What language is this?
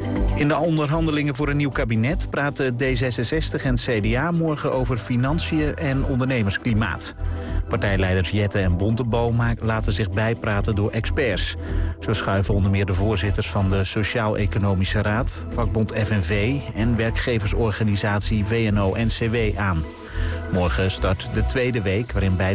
Dutch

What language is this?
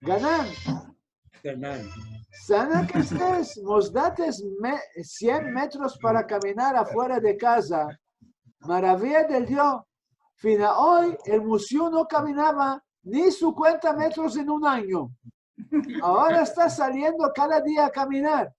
Ladino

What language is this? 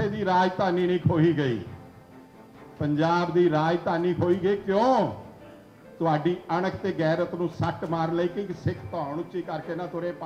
Punjabi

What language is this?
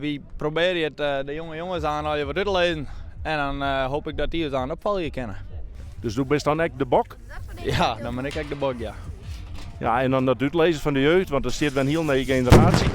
Western Frisian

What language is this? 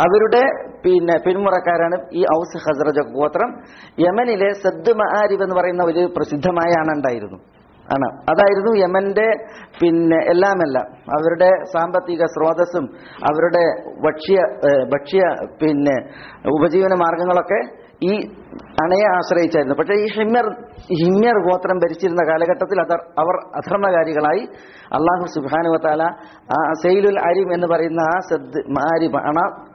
Malayalam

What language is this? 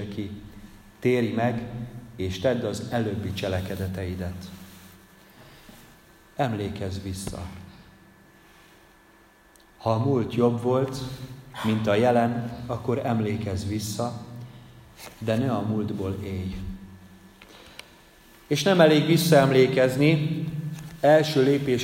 Hungarian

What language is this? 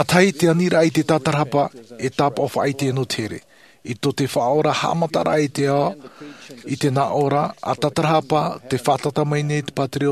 Tahitian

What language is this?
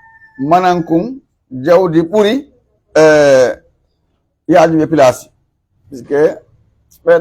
Pular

